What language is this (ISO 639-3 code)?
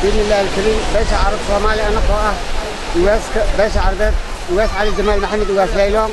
som